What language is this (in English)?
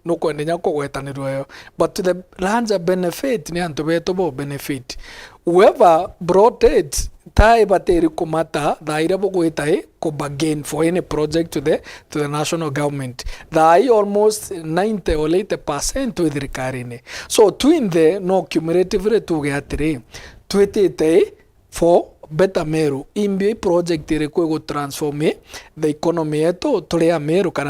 Meru